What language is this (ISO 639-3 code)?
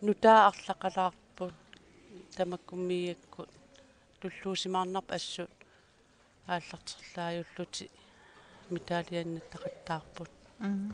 kal